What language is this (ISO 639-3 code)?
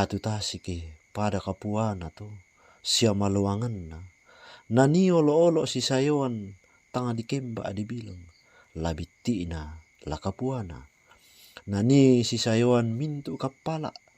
sda